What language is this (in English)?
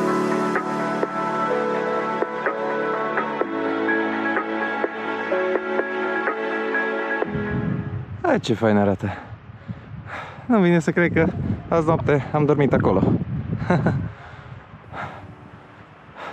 Romanian